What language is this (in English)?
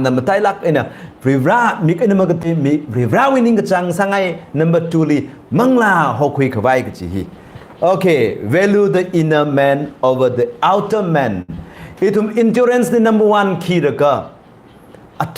Tangkhul Naga (India)